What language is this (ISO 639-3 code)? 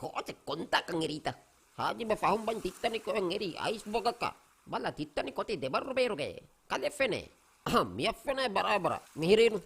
div